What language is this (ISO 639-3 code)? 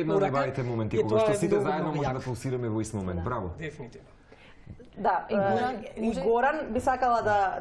mkd